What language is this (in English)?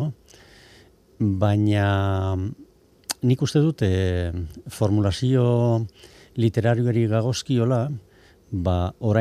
Basque